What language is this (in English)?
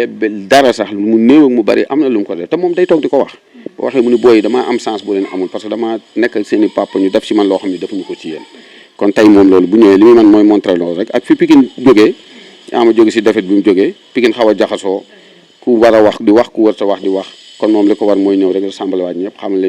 Wolof